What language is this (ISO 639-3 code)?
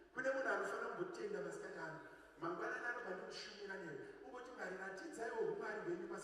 sna